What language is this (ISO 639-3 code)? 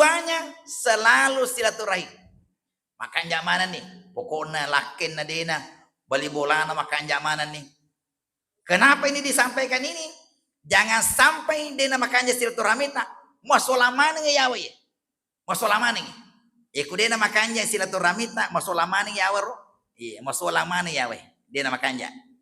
bug